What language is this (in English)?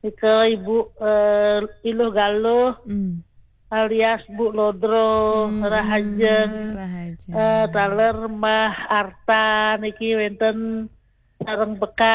Balinese